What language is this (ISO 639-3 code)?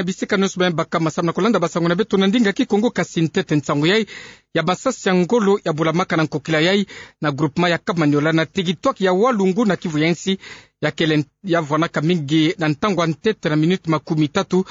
ktu